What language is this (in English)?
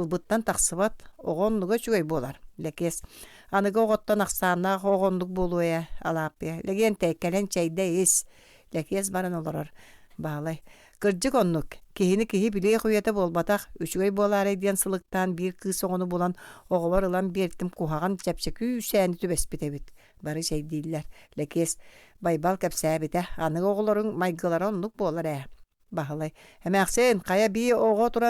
Yakut